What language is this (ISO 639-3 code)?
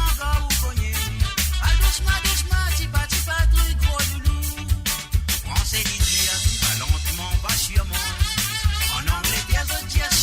mfe